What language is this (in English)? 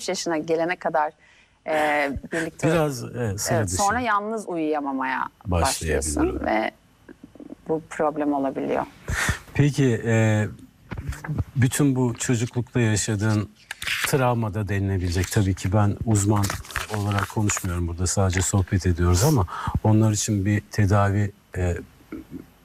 Turkish